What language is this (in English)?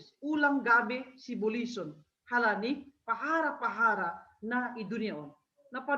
Batak Simalungun